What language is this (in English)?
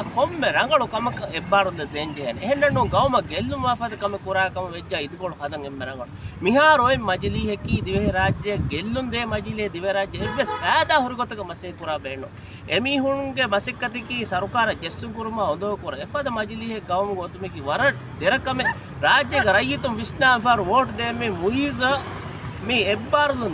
Divehi